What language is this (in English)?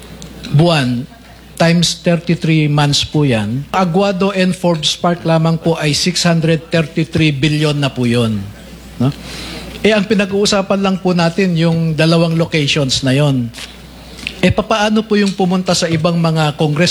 Filipino